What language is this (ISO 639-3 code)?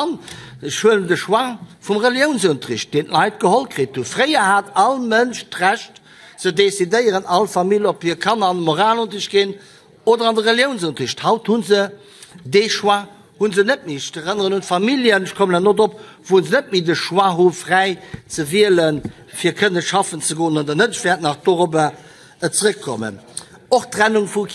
ltz